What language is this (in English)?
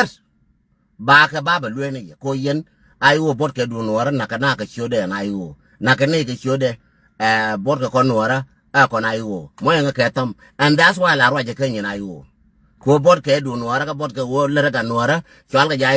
Nuer